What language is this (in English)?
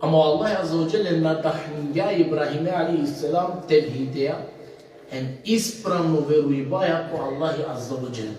Balkan Romani